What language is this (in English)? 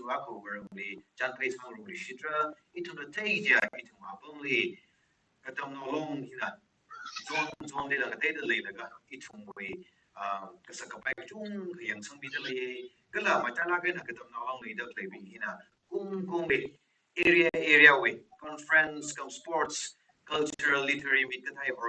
Tangkhul Naga (India)